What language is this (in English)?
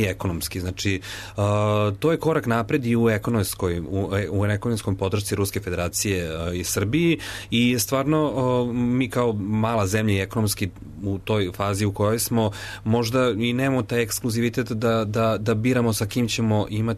Serbian